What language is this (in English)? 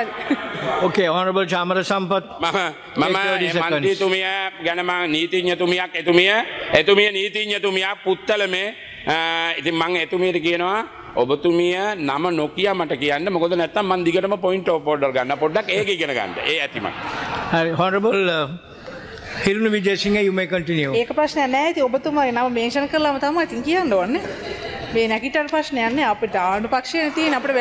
Sinhala